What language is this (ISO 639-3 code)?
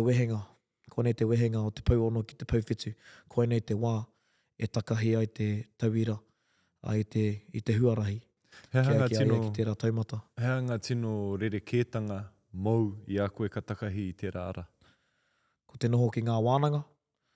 mri